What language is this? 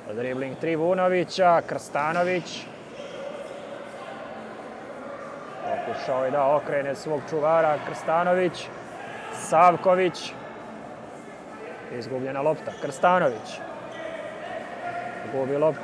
Serbian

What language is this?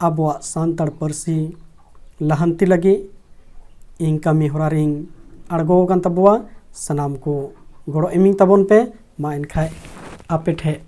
Santali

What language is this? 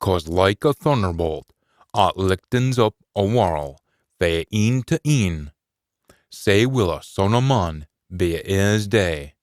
Scots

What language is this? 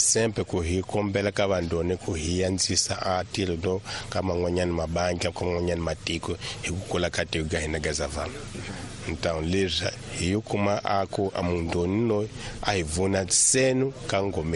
Tsonga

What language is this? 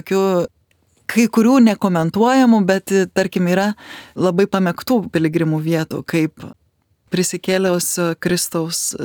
Lithuanian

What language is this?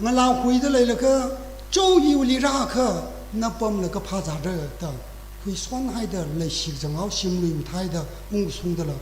Tangkhul Naga (India)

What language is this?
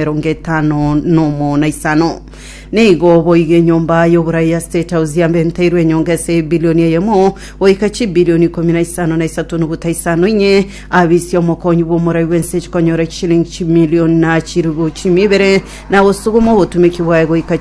Gusii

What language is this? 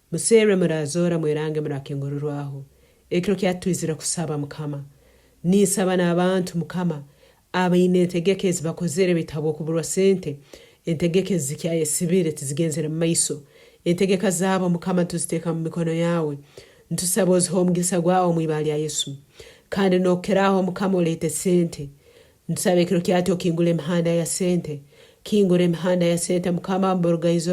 Nyankole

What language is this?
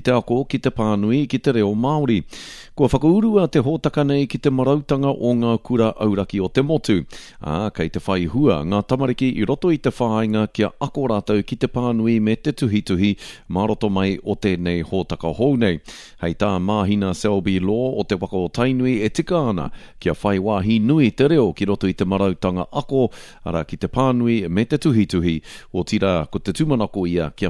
Māori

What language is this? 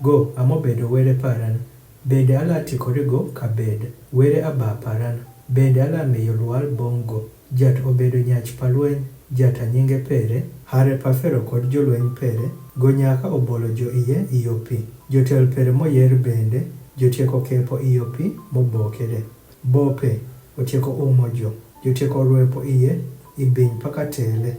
Adhola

